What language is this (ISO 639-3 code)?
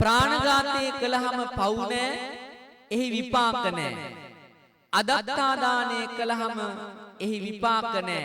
sin